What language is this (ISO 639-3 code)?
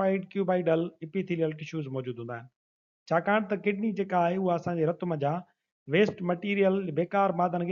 snd